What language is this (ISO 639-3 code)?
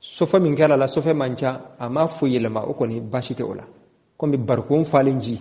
bam